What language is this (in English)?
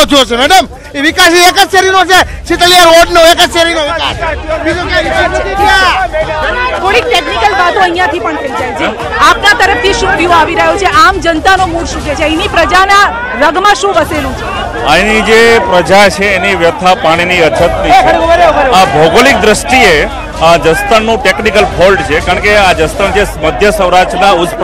Gujarati